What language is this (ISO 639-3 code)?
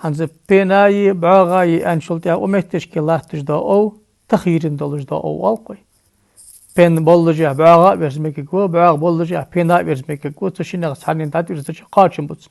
inh